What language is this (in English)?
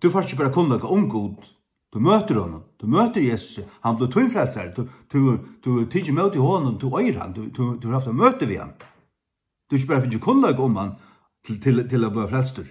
Faroese